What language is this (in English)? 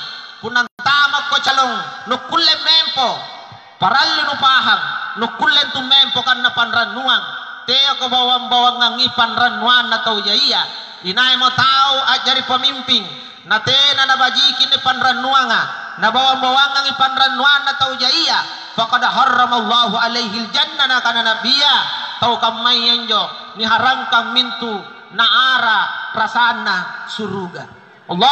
Makasar